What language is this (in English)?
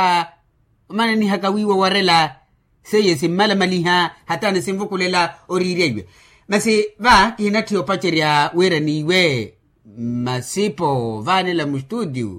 Makhuwa